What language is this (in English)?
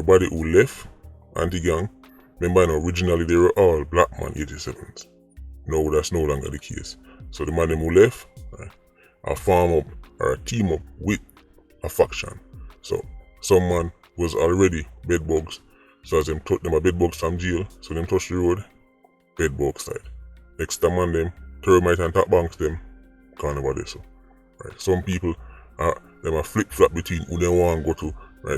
Jamaican Creole English